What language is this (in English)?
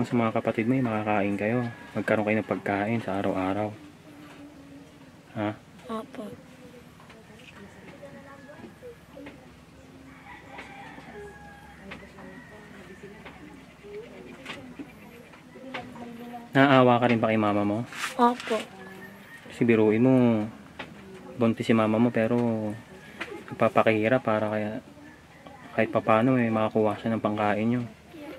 Filipino